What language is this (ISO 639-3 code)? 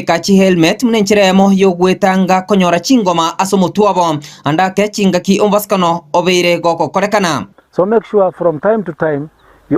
guz